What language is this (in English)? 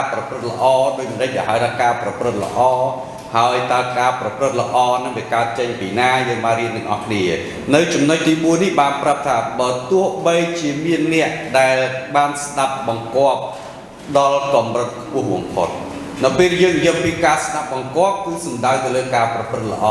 Khmer